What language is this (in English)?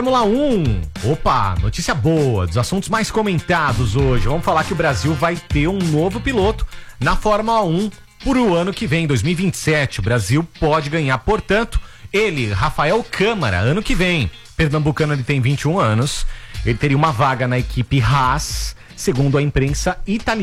Portuguese